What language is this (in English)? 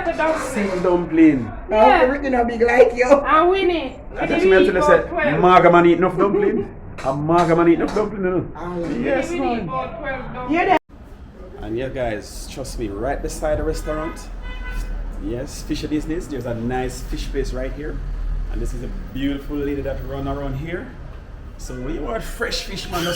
Jamaican Creole English